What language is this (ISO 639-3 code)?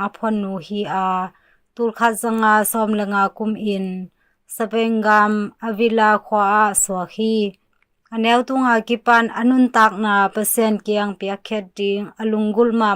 ctd